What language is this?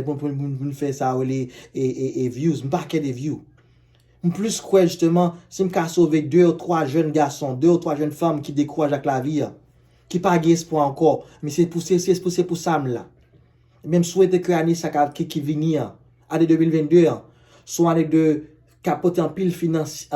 Haitian Creole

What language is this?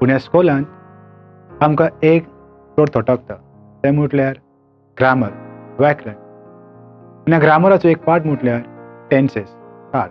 Konkani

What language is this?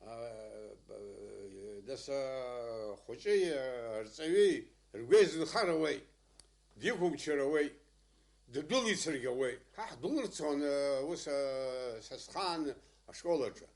Abkhazian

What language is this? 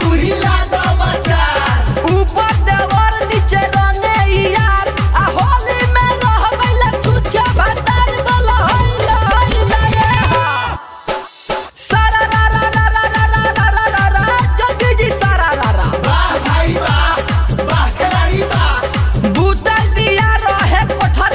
Bhojpuri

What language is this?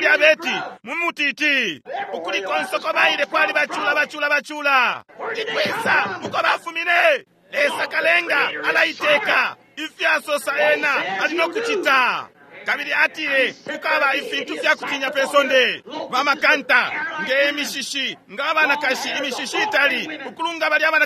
Bemba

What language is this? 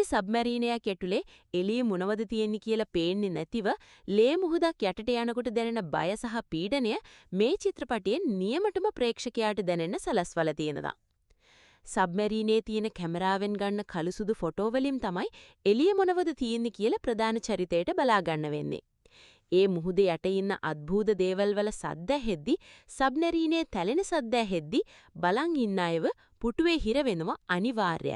Sinhala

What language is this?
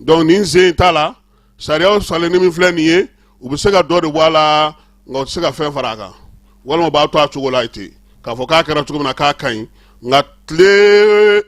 Bambara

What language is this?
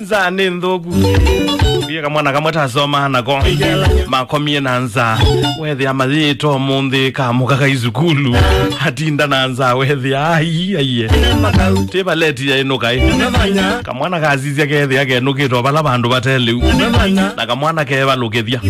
Kamba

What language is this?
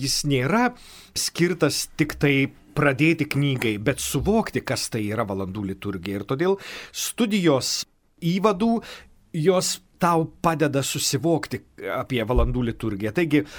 Lithuanian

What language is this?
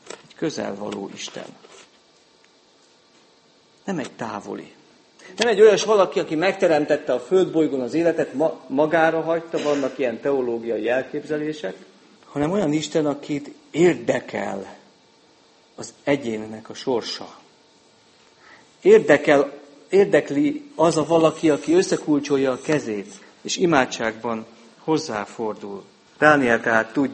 Hungarian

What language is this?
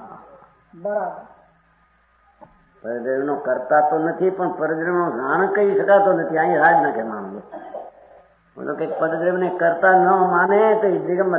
Gujarati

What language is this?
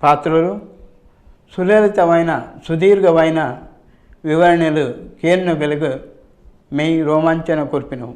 Tulu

